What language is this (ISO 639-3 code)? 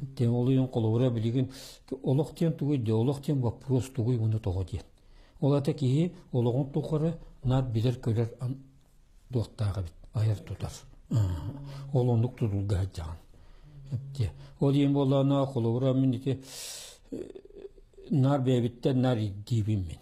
sah